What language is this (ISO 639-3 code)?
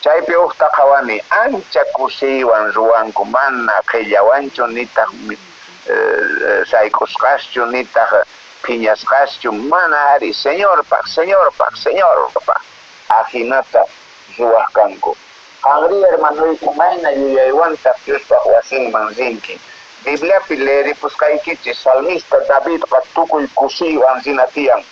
que